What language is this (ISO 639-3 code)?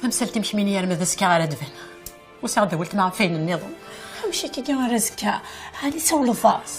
kab